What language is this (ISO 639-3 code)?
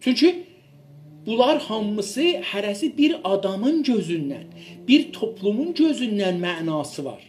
azb